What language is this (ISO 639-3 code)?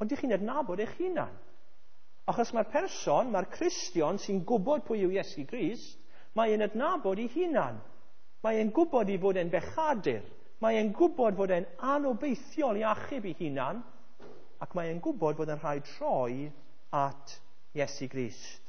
cym